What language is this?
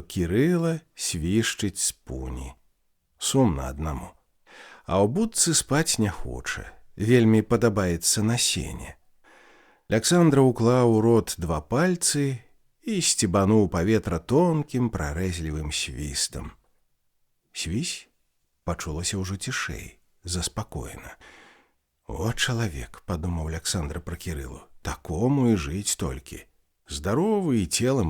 Belarusian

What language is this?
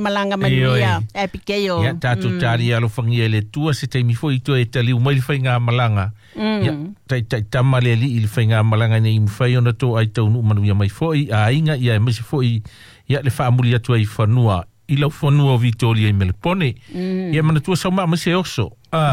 Samoan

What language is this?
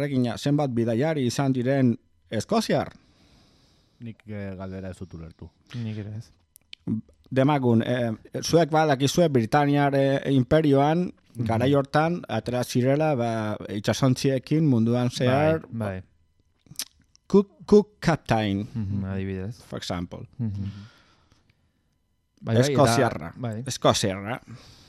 Basque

